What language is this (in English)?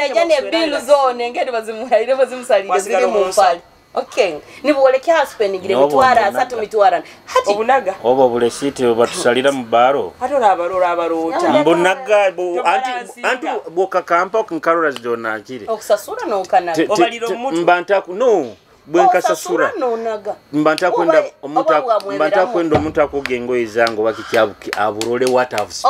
Nyoro